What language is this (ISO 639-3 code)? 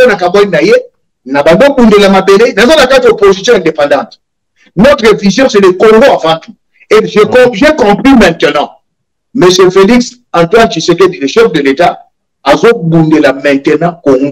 lin